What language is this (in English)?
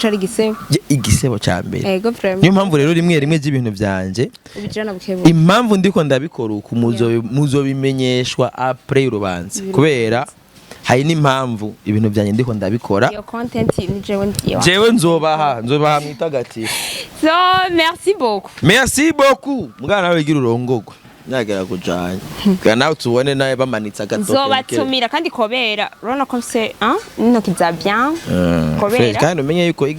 Rundi